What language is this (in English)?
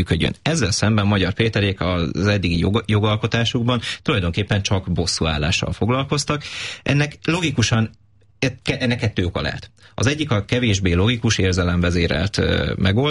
Hungarian